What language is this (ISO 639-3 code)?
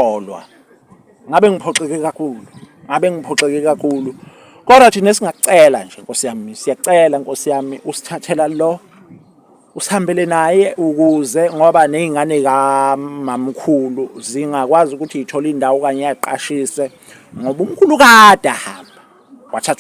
zul